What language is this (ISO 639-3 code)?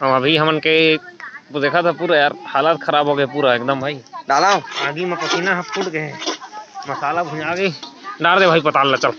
hne